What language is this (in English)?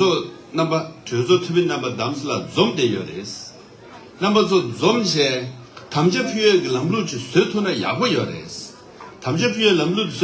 Tibetan